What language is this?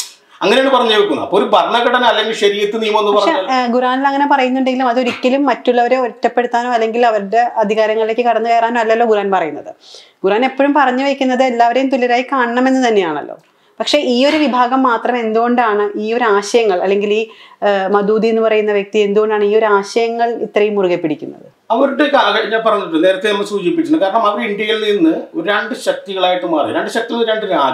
Malayalam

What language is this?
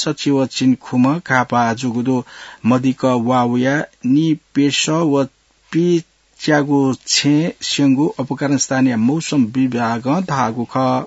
Newari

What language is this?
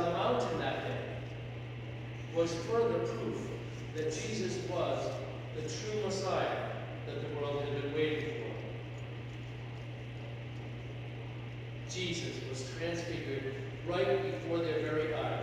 English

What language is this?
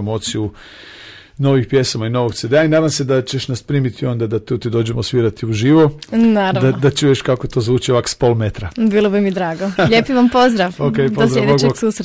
Croatian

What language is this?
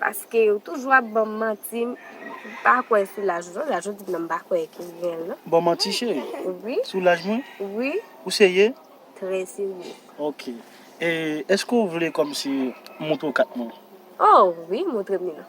Haitian Creole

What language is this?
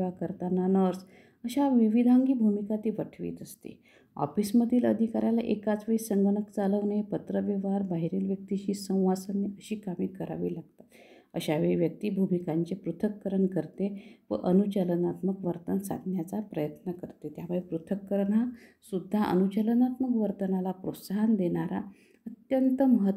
Marathi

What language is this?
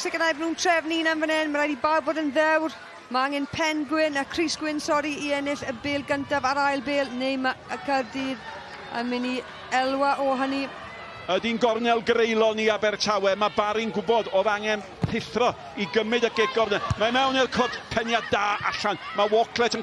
Welsh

